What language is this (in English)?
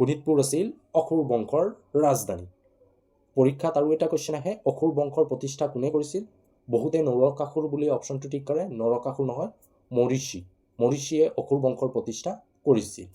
Assamese